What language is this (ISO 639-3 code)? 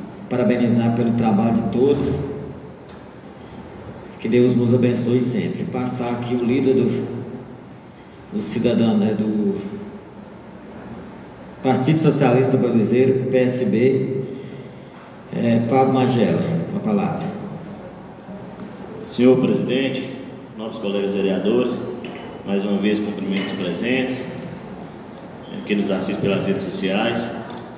por